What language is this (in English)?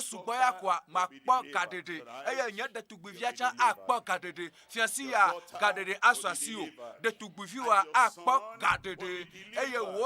Ewe